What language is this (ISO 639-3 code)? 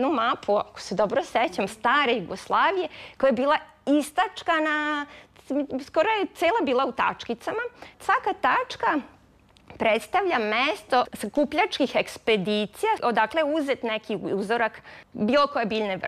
srp